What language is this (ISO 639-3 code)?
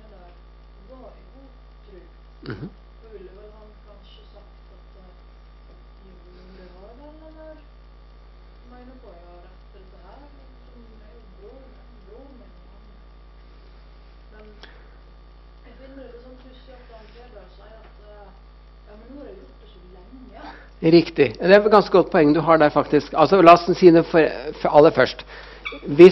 nor